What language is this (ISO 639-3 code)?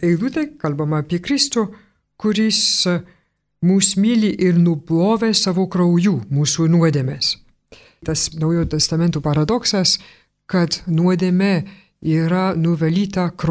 lit